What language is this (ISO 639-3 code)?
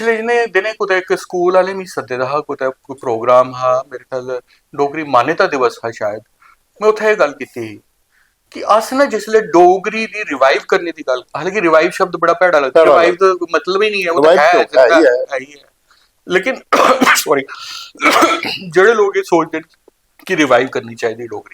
doi